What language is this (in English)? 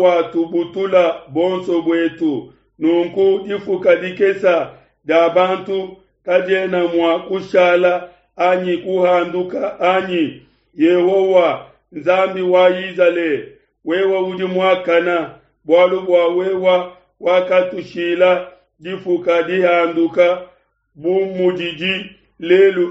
Luba-Lulua